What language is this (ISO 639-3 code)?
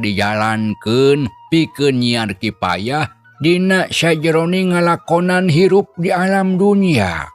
sun